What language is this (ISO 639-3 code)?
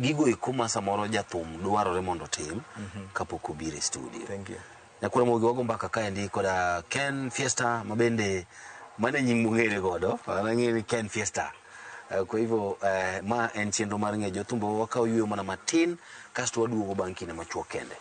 luo